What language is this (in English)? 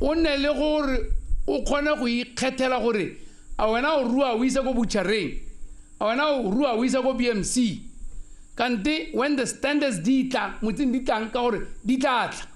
Tswana